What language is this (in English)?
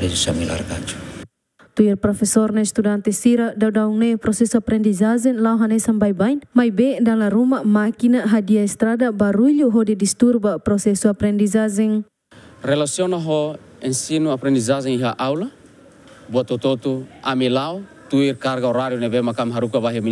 Tetum